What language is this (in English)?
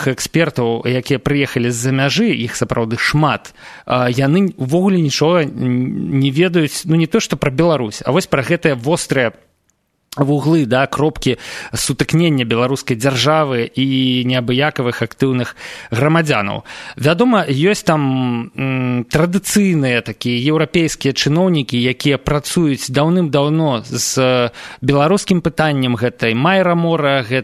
Belarusian